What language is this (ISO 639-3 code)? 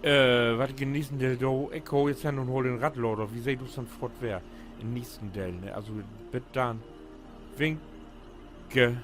nds